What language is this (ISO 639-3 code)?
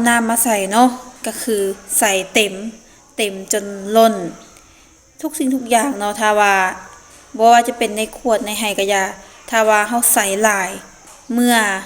lao